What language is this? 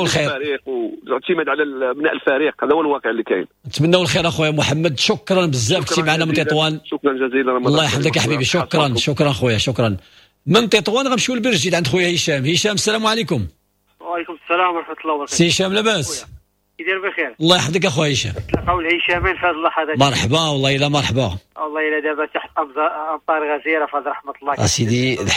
Moroccan Arabic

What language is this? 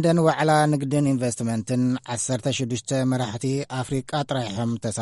Tigrinya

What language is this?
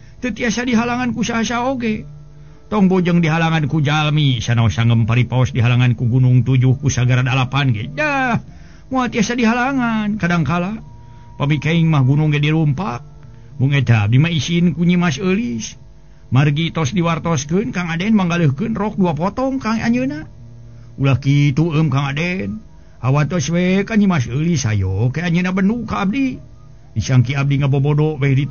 Sundanese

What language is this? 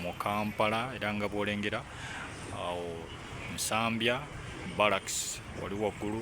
Ganda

